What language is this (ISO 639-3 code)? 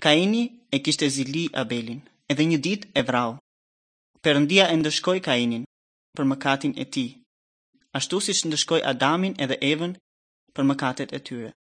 sqi